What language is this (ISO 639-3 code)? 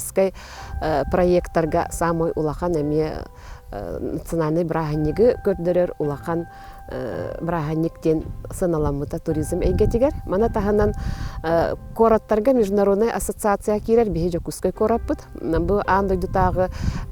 sah